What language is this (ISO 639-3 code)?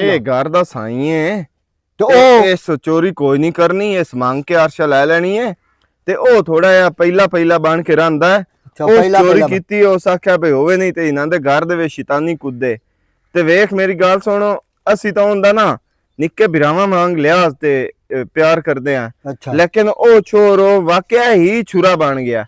lah